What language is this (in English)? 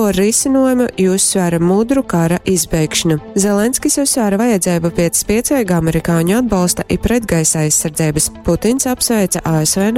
Latgalian